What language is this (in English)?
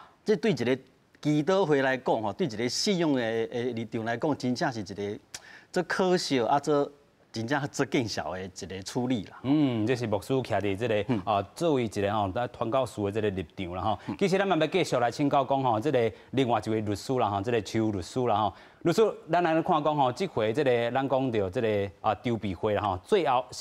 Min Nan Chinese